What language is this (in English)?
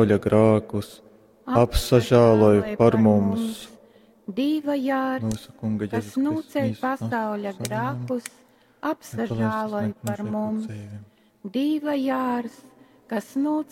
Latgalian